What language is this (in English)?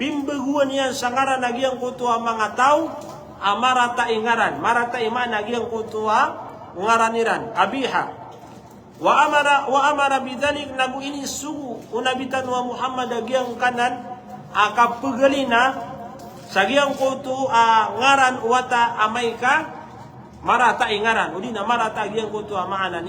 Maranao